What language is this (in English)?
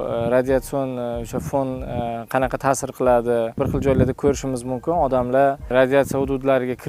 Uzbek